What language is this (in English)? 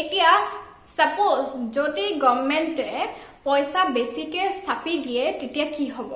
Assamese